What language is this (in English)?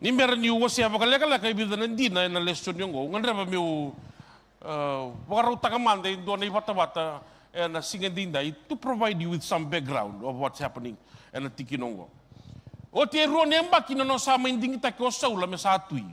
Fijian